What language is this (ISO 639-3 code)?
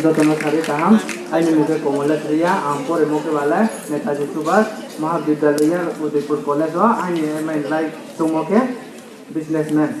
ria